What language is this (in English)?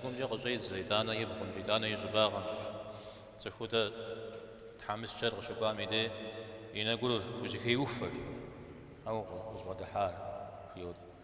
Kabardian